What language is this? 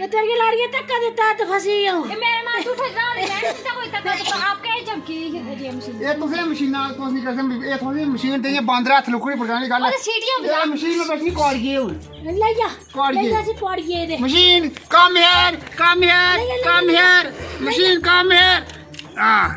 Dogri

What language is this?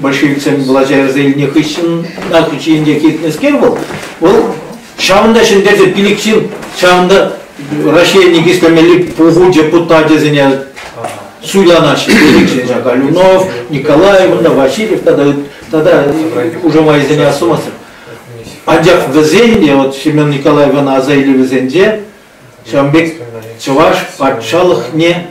Chuvash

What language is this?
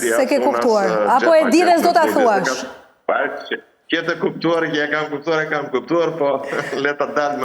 Albanian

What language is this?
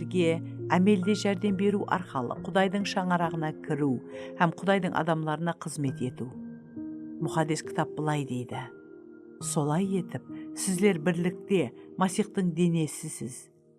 Kara-Kalpak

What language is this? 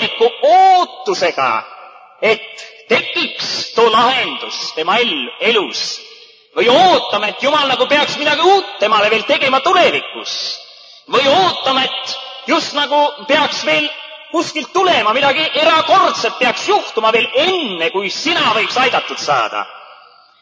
Estonian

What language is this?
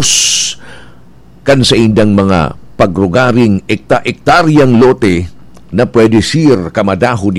Bikol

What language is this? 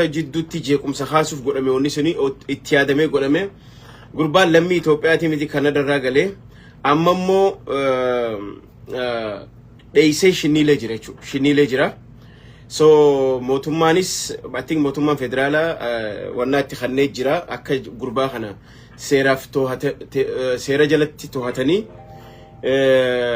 Oromo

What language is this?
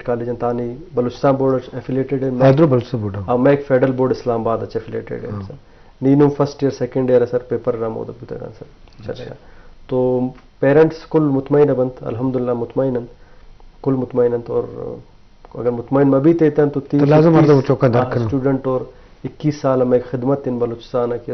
Eastern Balochi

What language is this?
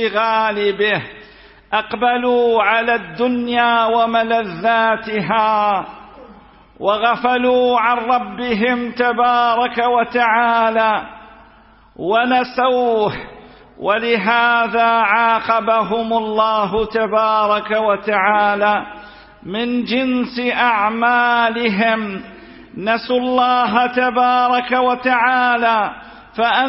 Arabic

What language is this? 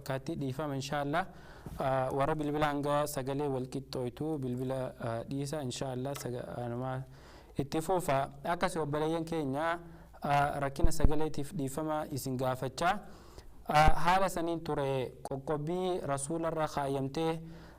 Oromo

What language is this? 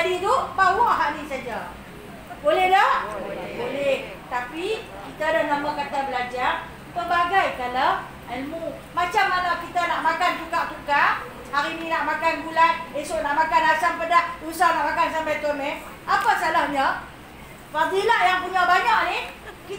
Malay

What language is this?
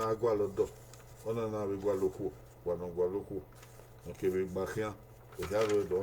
Bini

